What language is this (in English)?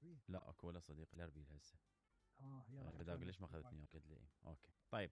Mesopotamian Arabic